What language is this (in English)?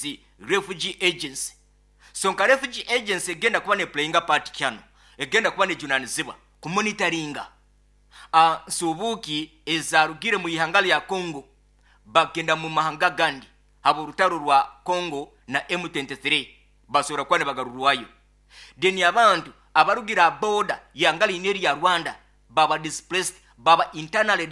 Nyoro